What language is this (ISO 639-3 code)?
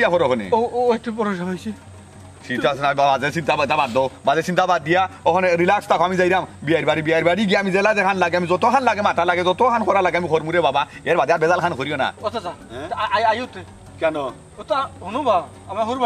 syl